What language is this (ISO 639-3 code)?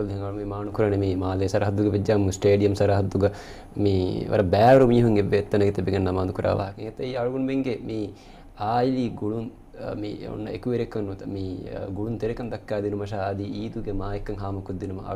div